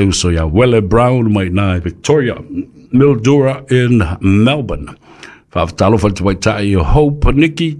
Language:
Samoan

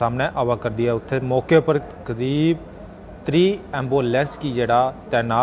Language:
Dogri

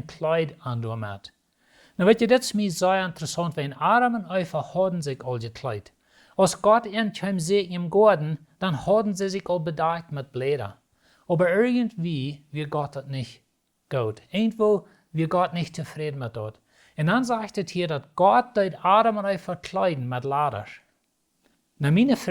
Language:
Plautdietsch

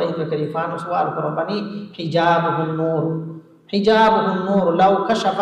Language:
Divehi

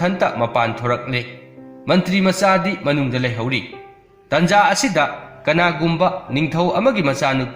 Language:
Manipuri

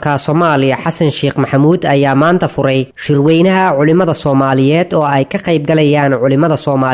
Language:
Somali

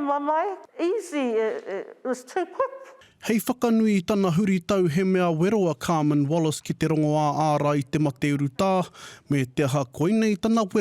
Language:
Māori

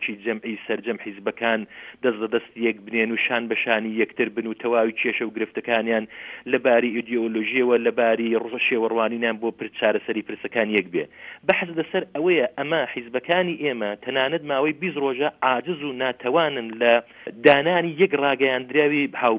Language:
Central Kurdish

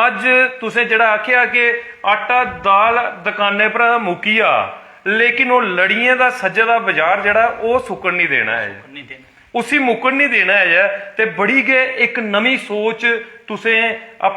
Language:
Dogri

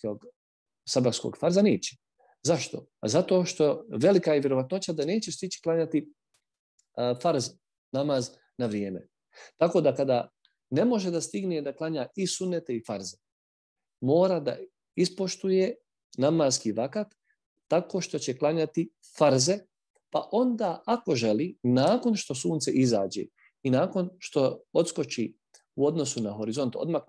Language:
Bosnian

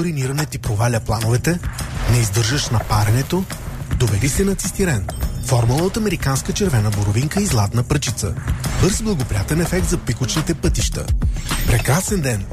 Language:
Bulgarian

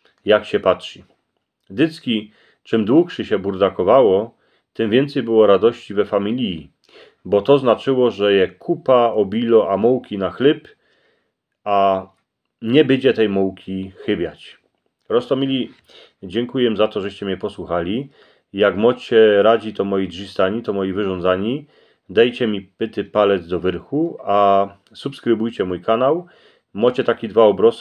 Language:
Silesian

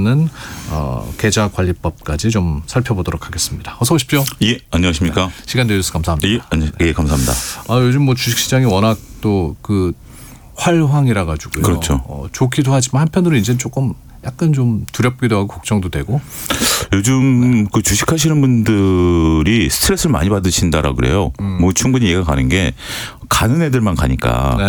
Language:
Korean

